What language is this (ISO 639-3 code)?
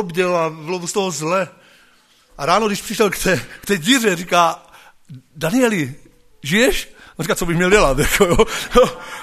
ces